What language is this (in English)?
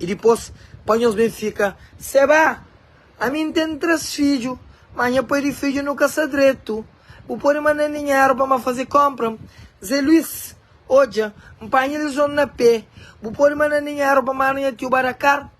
Kabuverdianu